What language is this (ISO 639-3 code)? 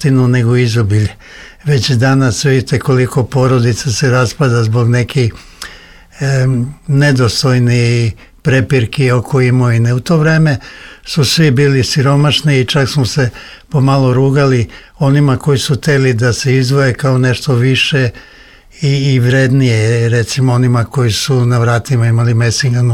srp